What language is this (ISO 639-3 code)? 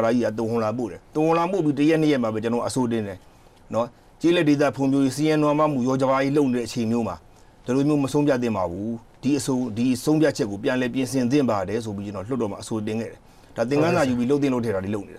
mya